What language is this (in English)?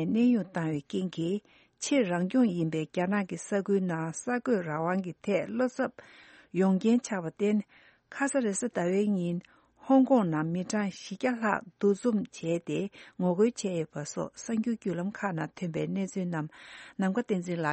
Tibetan